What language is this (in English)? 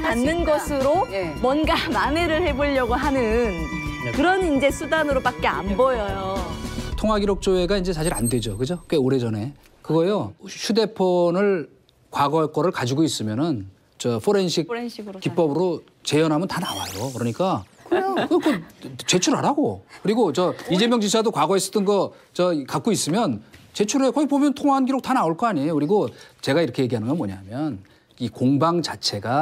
Korean